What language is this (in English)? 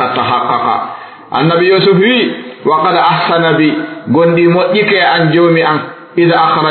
Fula